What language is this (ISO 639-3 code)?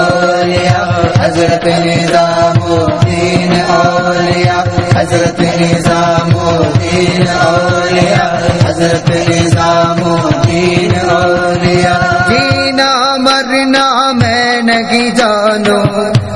urd